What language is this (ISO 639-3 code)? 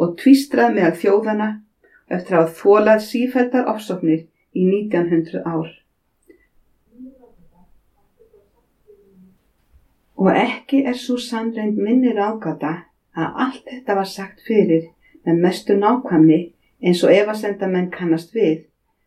isl